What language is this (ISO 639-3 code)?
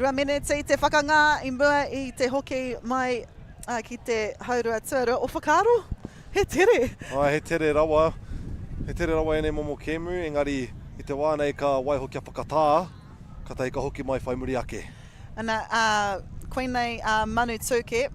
mri